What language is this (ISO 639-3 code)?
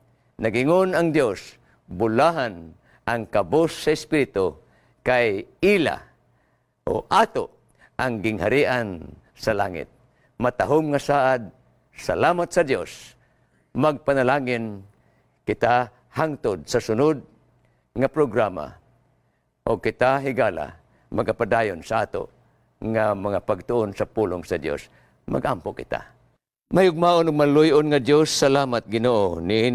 ceb